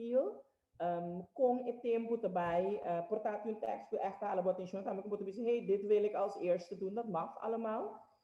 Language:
Papiamento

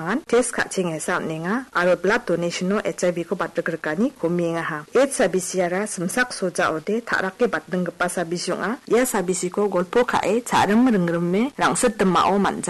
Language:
Garo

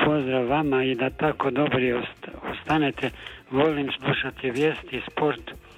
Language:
Croatian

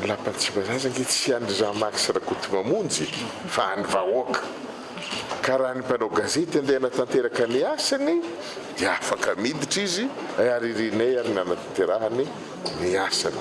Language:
Malagasy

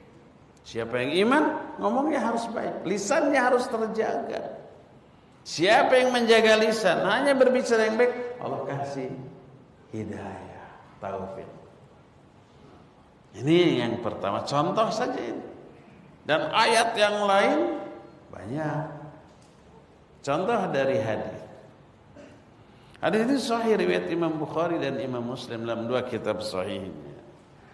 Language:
Indonesian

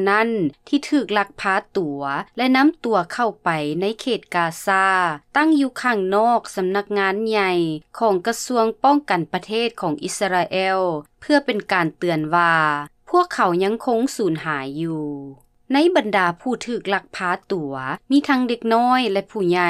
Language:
Lao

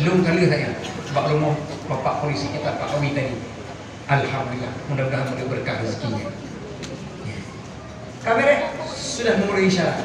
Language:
Achinese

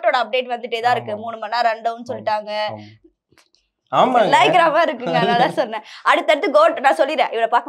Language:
Tamil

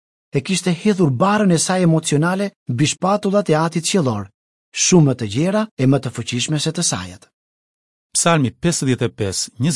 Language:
Albanian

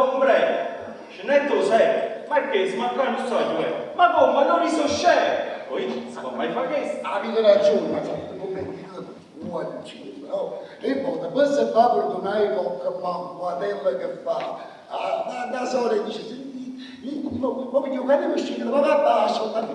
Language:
Neapolitan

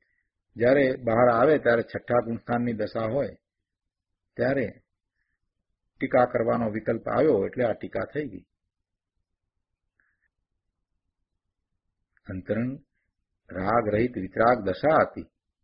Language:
Gujarati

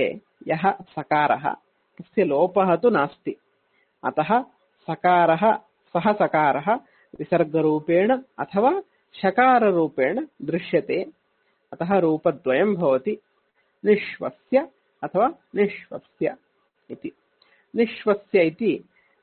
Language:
Sanskrit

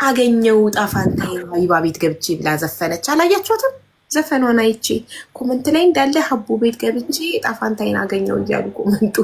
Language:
Amharic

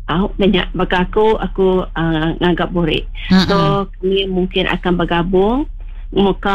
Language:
Malay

